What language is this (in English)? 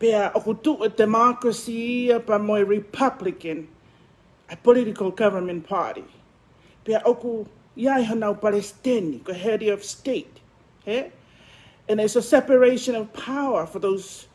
Tongan